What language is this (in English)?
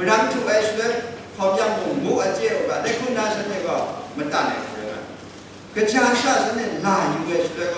Kachin